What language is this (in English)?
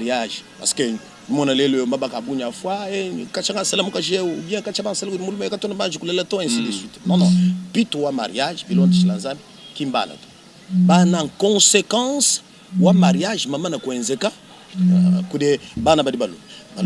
Luba-Lulua